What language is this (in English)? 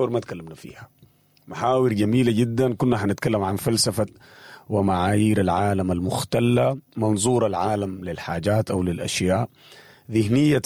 Sudanese Arabic